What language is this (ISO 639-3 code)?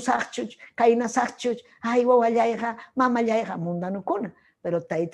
quy